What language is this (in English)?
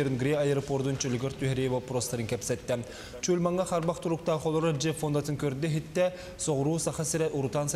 Yakut